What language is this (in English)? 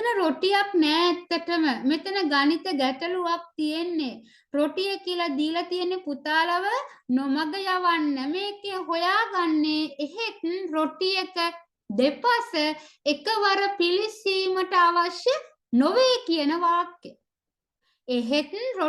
Sinhala